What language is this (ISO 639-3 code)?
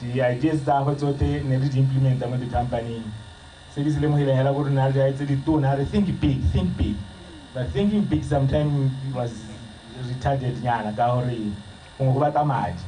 tsn